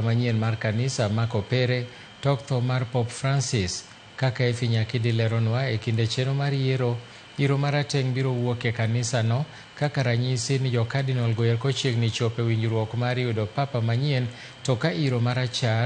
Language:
Luo (Kenya and Tanzania)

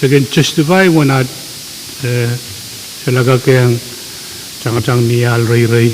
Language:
Pohnpeian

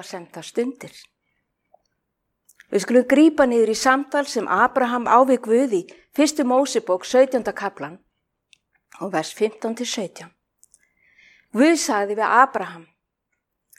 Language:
Icelandic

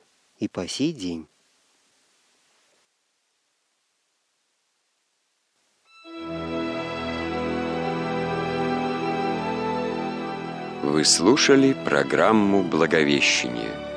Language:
Russian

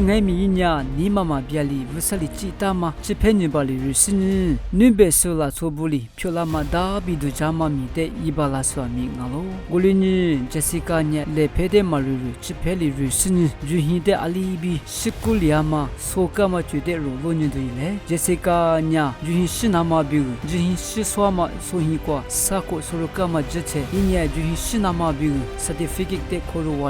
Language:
Lisu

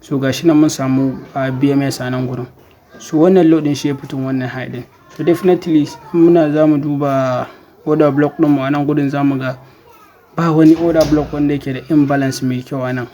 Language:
Hausa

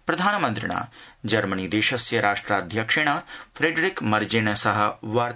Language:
Sanskrit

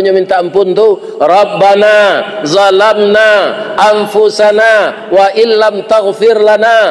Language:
Minangkabau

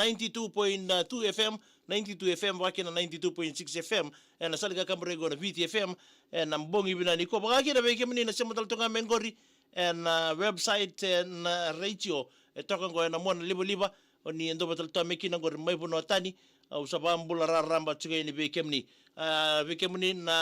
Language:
Fijian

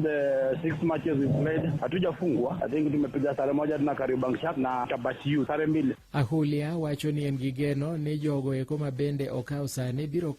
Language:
Luo (Kenya and Tanzania)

